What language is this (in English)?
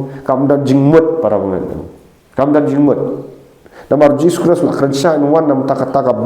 Khasi